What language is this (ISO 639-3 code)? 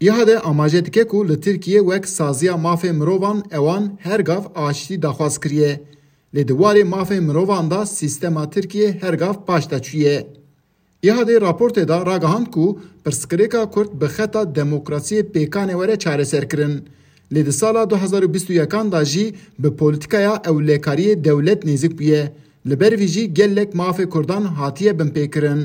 kur